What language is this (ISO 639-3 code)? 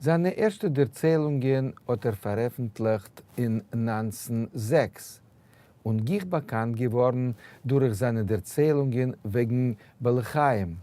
yid